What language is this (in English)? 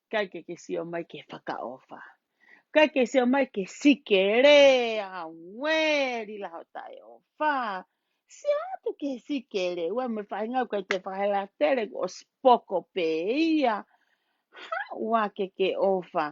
Tongan